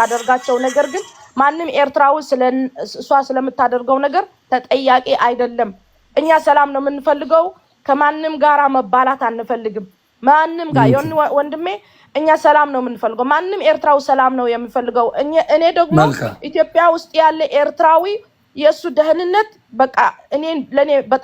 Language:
Amharic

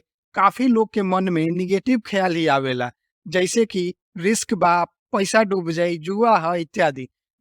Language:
Bhojpuri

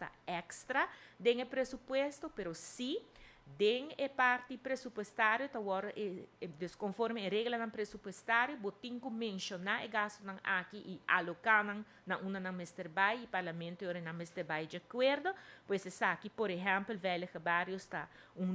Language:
Papiamento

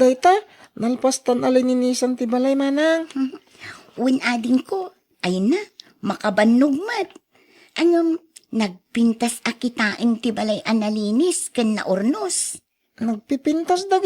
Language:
Iloko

